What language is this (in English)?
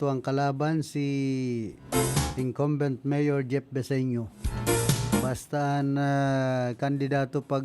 Bikol